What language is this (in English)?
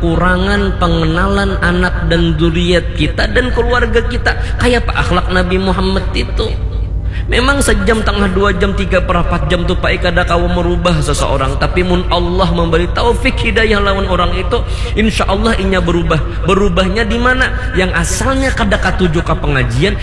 Banjar